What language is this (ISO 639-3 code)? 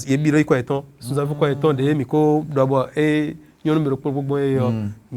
fon